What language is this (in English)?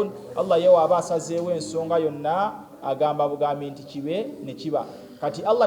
Ganda